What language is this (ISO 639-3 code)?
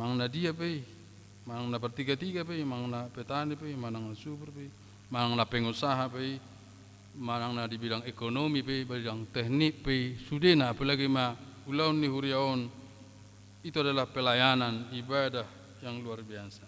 bbc